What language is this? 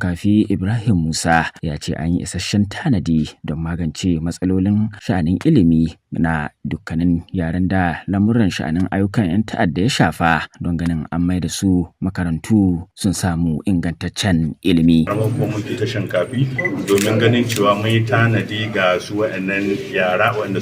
Hausa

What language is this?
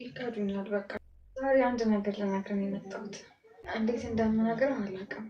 Amharic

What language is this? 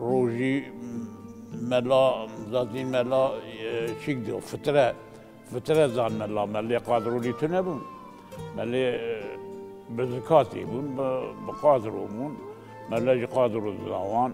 Kurdish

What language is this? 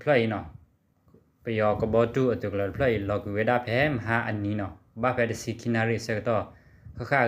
S'gaw Karen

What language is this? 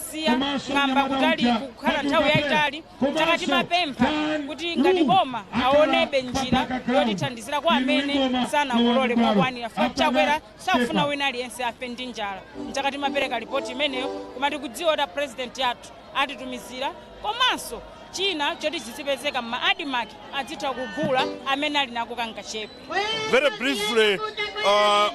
Nyanja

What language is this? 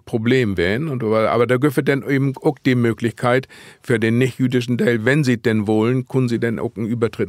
Low German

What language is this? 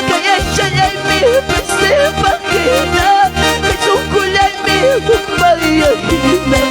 Ayacucho Quechua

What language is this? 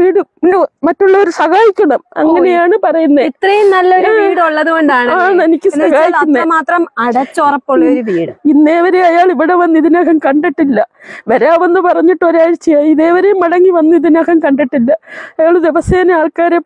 Malayalam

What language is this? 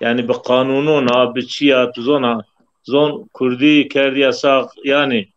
Zaza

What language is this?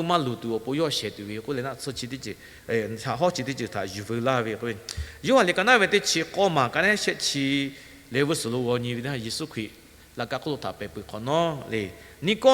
Lahu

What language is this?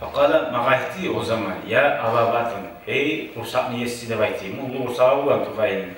Kumyk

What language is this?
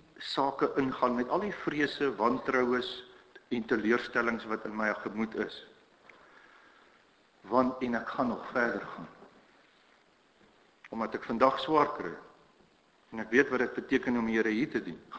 Afrikaans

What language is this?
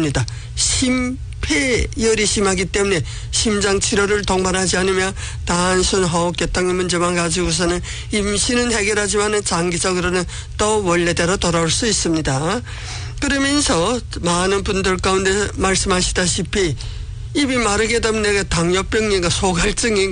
Korean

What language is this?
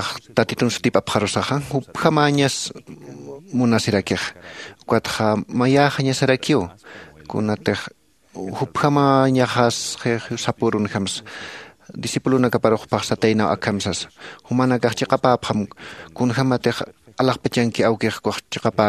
Aymara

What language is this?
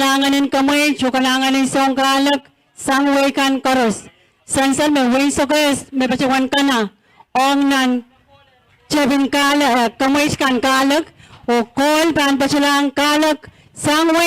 Pohnpeian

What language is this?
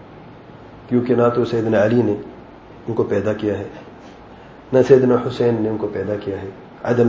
Urdu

